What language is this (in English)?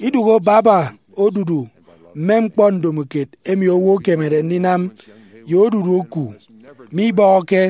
Efik